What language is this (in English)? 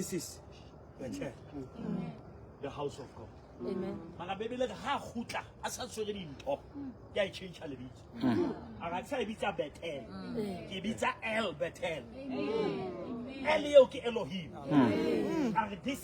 Southern Sotho